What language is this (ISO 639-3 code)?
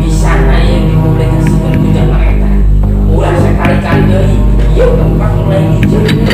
sun